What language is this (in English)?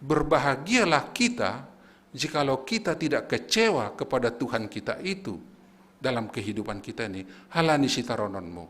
Batak Simalungun